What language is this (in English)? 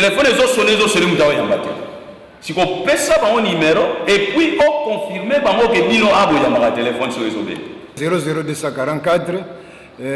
Lingala